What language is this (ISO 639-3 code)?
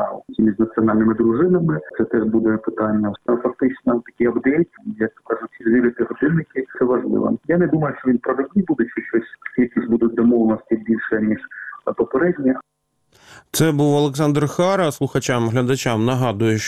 ukr